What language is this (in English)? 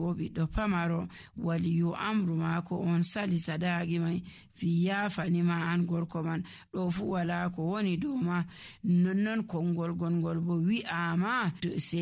Nigerian Fulfulde